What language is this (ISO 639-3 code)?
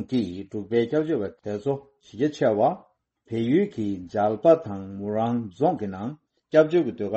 bod